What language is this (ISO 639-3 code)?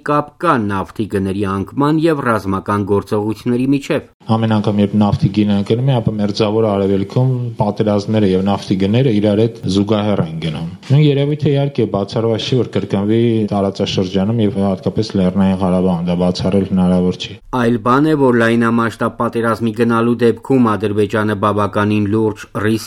hye